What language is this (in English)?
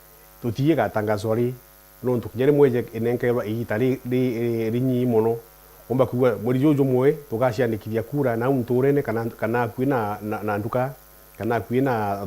Meru